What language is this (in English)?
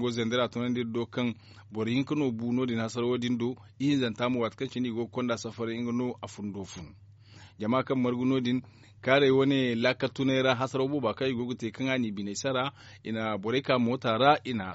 Zarma